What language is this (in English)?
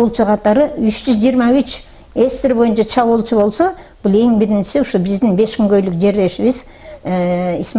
Kyrgyz